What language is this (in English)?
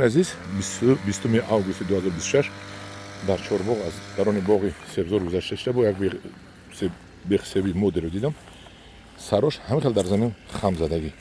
Tajik